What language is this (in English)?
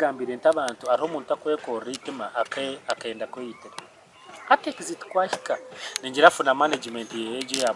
Nyankole